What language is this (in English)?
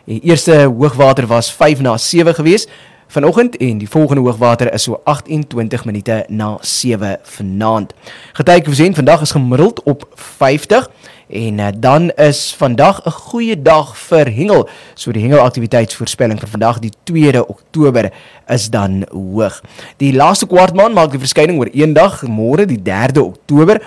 Afrikaans